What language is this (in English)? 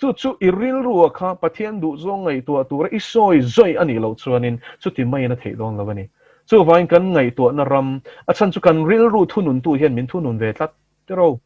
Mizo